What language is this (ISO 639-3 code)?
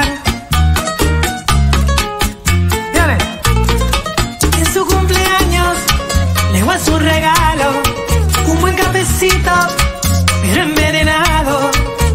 spa